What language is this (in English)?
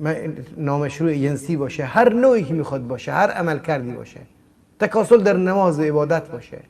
Persian